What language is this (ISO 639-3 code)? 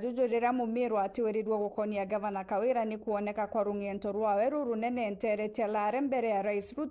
mer